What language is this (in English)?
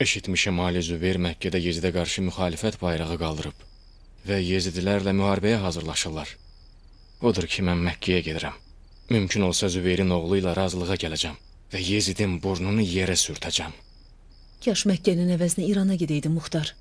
Azerbaijani